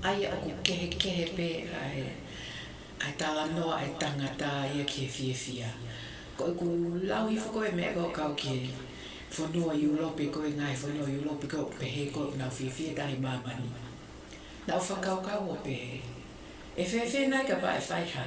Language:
Tongan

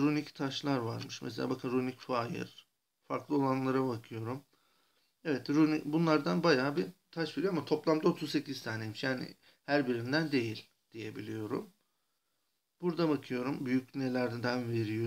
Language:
Turkish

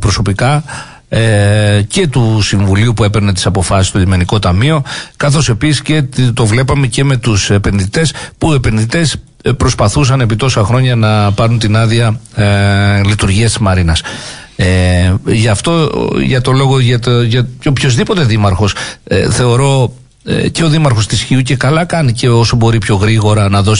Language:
Greek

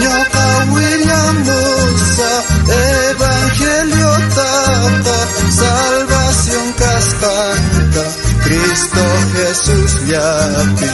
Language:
South Bolivian Quechua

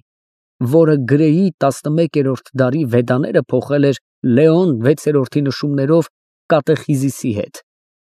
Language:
Armenian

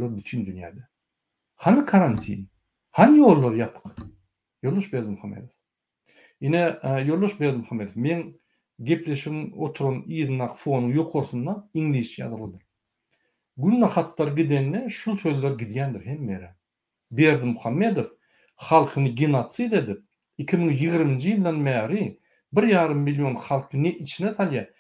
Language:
Turkmen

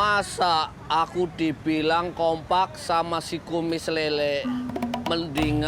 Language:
Betawi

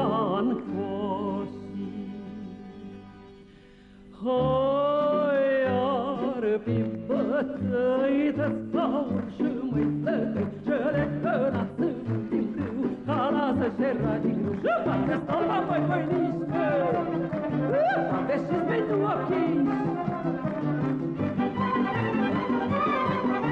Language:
Romanian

